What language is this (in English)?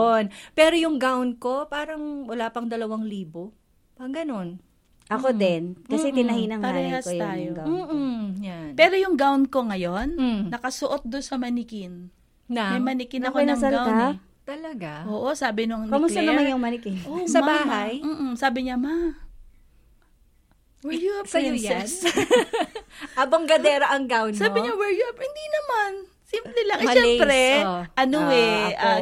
Filipino